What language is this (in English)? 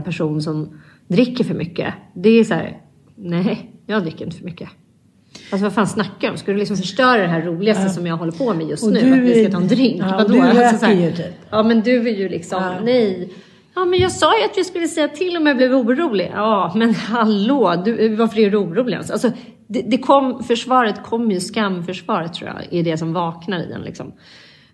Swedish